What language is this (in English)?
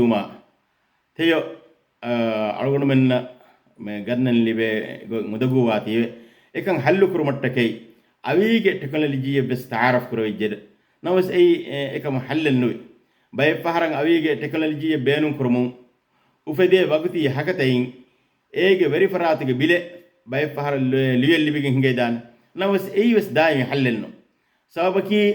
Divehi